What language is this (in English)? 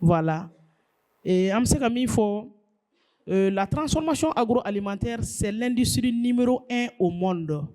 Bambara